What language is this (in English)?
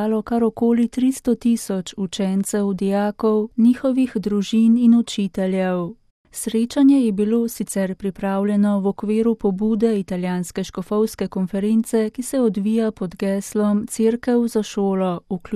Slovenian